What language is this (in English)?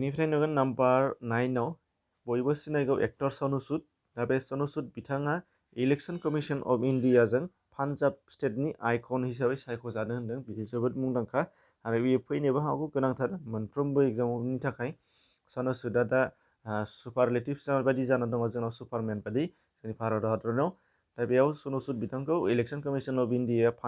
Bodo